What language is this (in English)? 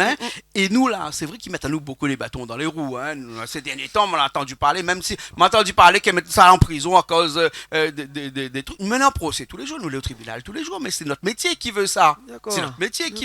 Réunion Creole French